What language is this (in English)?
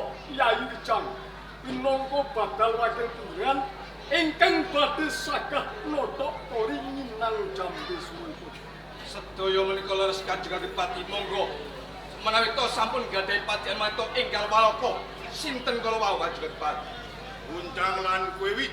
Javanese